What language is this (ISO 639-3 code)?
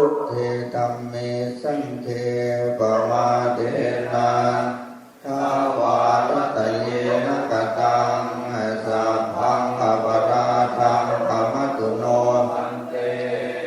pli